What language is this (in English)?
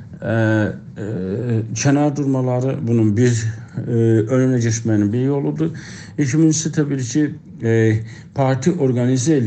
South Azerbaijani